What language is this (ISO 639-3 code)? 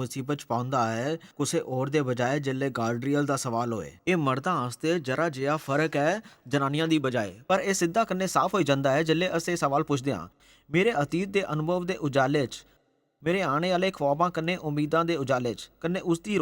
doi